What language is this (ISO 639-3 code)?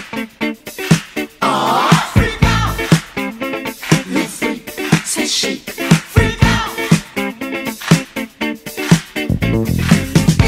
eng